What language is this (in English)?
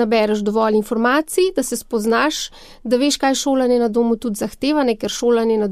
Slovenian